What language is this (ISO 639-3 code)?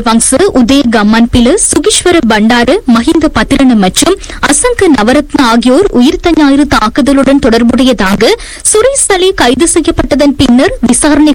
tam